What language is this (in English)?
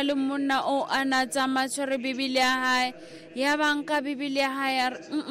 Southern Sotho